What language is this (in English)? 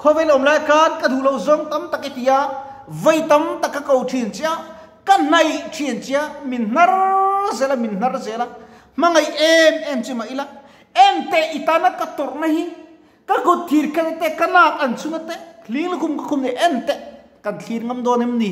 Mizo